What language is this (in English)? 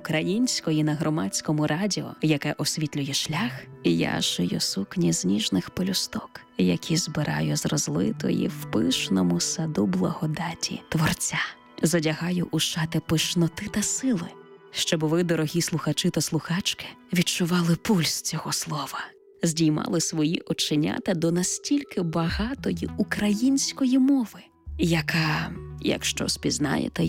Ukrainian